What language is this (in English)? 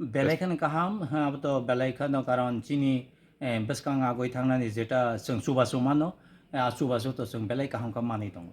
Kok Borok